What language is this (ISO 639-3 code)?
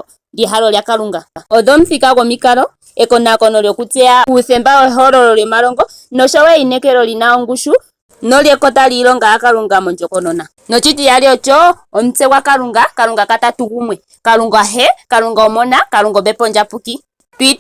ndo